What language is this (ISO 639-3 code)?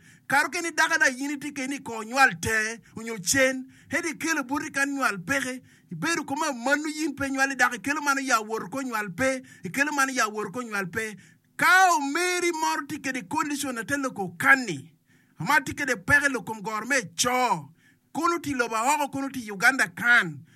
ach